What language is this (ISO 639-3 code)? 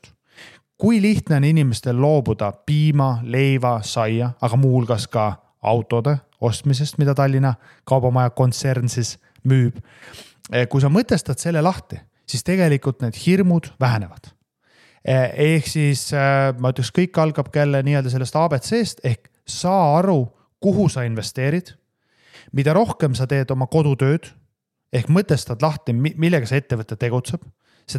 est